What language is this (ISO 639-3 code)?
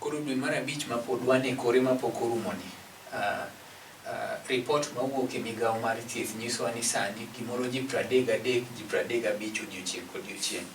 luo